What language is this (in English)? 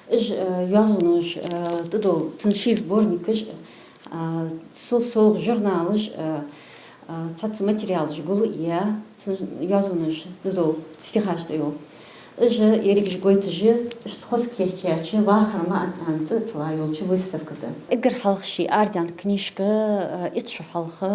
Ingush